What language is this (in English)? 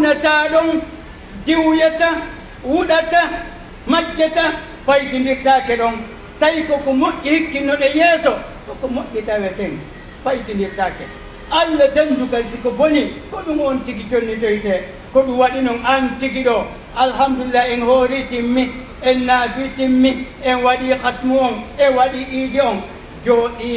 Pular